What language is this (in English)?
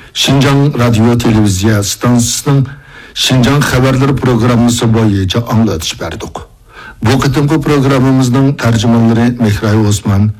Uyghur